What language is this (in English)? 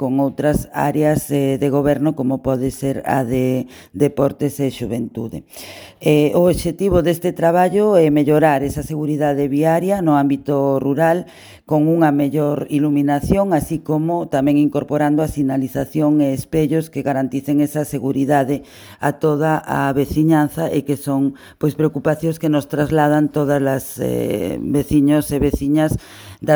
Galician